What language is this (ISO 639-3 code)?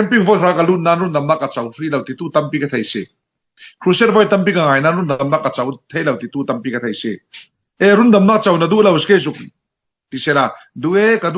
cfm